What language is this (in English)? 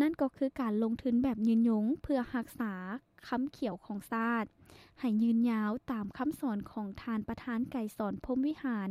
Lao